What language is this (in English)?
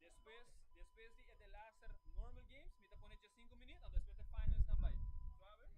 Papiamento